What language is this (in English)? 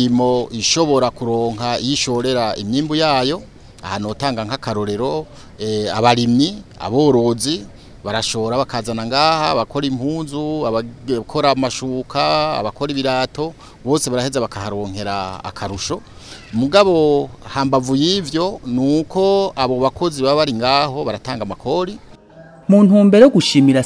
Rundi